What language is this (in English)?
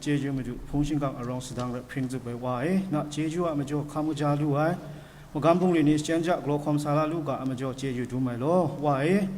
Kachin